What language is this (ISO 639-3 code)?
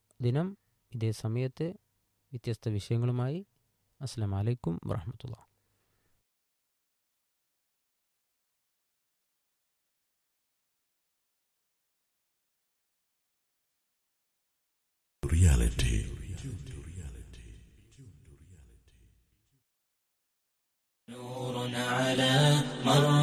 mal